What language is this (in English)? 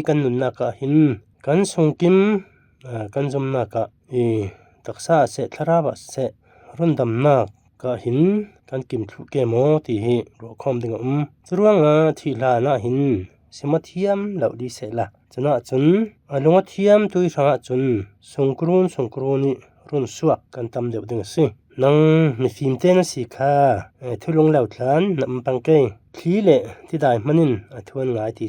Falam Chin